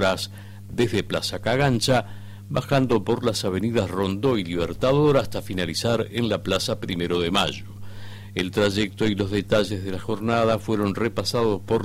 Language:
Spanish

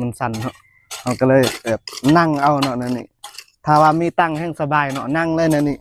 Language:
Lao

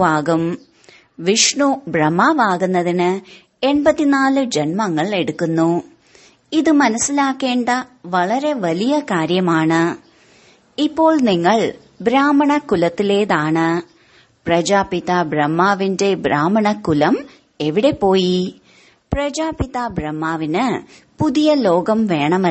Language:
Malayalam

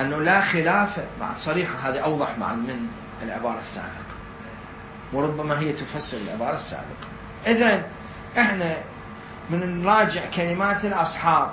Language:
Mesopotamian Arabic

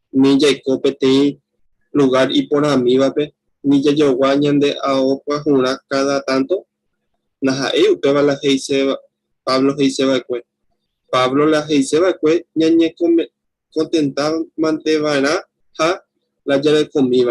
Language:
Guarani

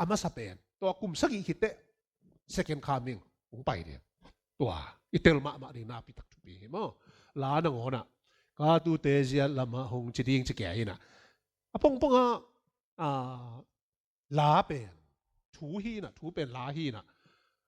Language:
Tedim Chin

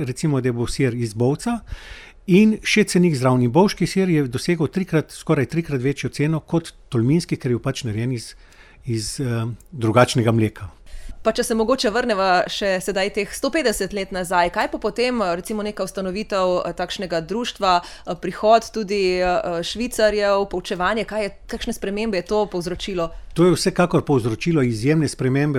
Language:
Slovenian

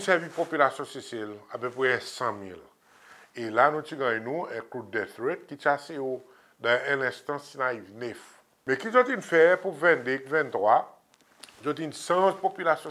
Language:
Seselwa Creole French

